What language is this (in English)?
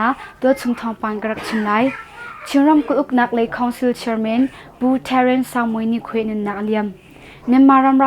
Hakha Chin